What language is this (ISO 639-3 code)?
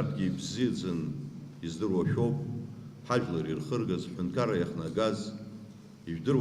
abk